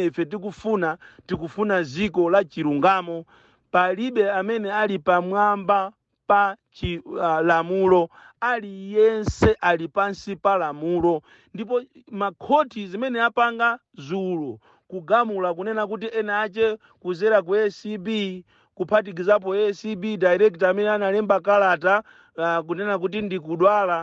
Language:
Nyanja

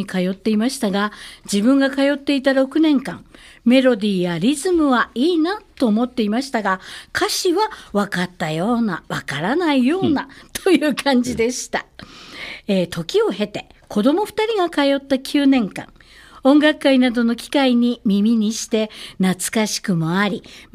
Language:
Japanese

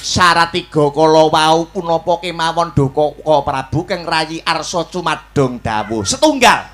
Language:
Javanese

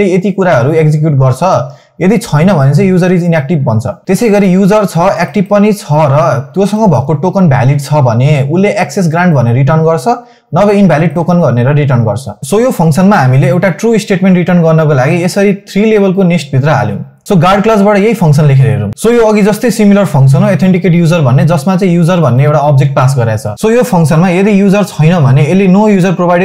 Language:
Nepali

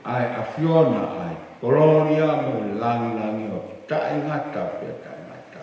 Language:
Tongan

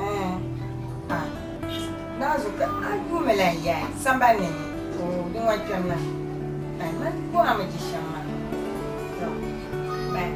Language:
Dagbani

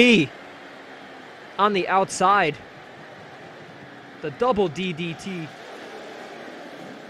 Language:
English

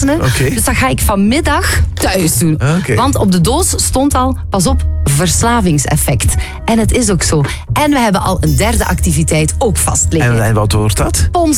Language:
Dutch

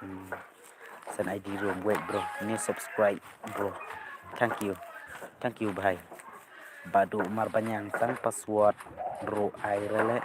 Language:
Khasi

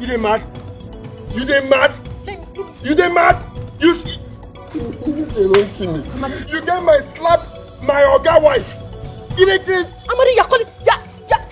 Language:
Nigerian Pidgin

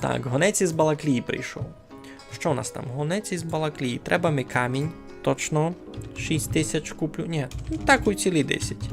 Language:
Rusyn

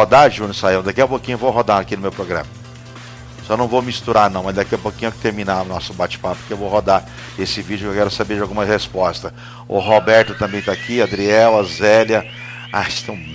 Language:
Portuguese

